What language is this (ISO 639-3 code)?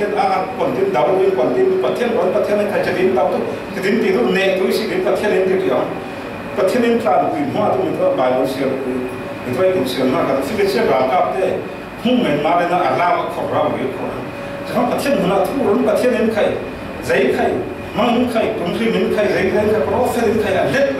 cfm